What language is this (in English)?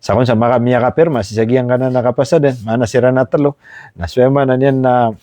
Maranao